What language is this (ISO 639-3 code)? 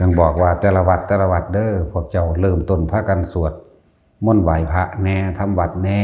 tts